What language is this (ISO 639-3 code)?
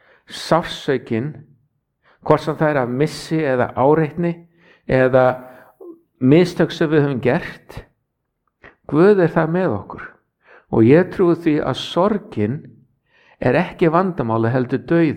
isl